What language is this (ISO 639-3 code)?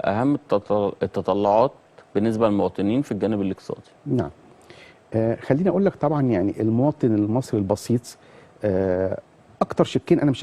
arz